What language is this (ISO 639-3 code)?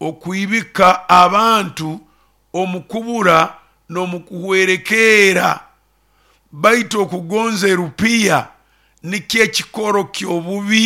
nyo